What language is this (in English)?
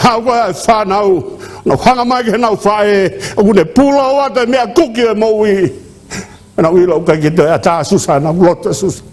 Tongan